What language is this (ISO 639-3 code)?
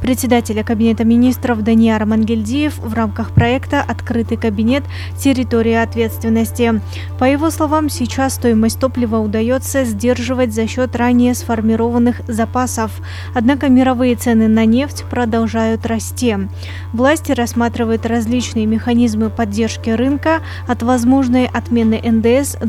rus